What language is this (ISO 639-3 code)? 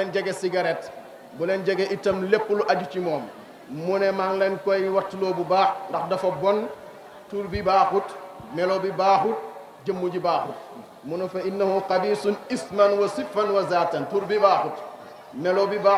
wol